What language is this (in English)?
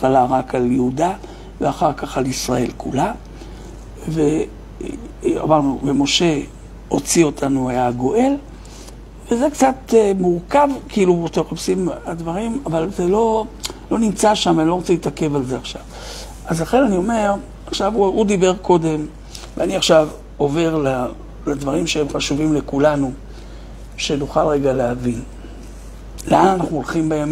Hebrew